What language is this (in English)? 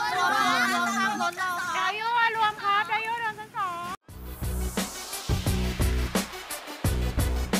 Thai